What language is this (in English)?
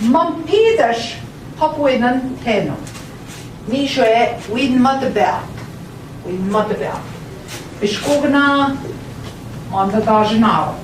Central Ojibwa